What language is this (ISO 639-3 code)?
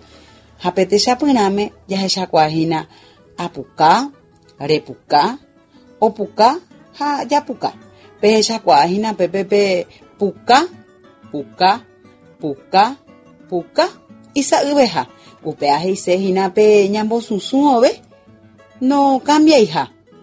grn